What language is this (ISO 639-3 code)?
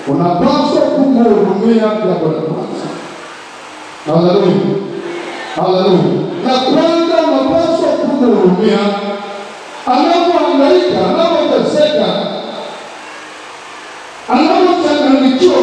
swa